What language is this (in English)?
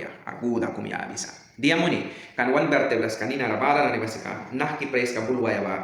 Mískito